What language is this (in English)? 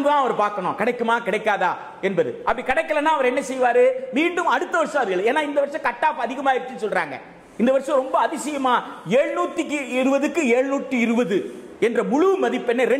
Tamil